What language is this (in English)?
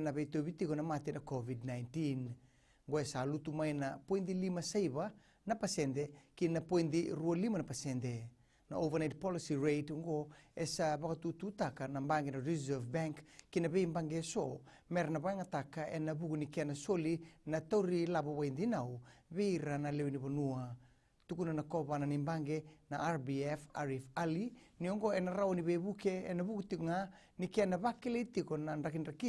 Fijian